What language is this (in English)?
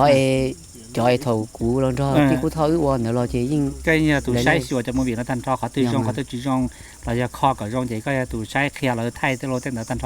Hmong